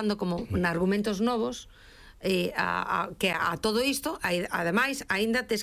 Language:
Galician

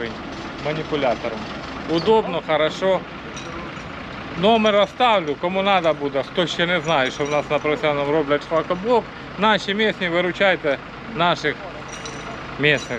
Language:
Ukrainian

